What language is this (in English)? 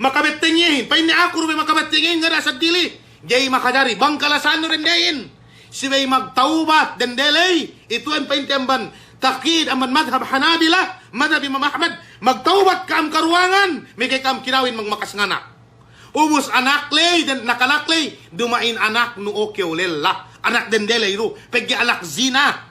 Yakan